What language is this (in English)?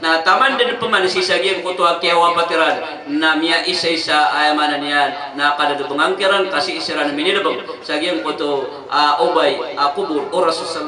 Maranao